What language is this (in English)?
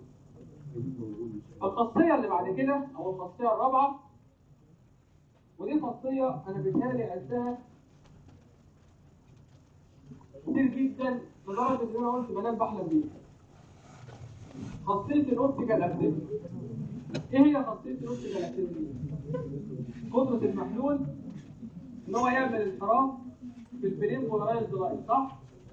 Egyptian Arabic